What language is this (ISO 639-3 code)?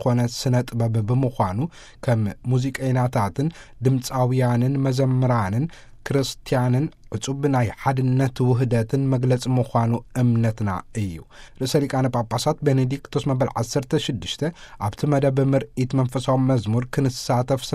tir